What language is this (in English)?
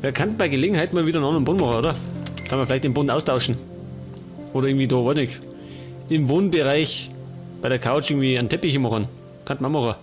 Bavarian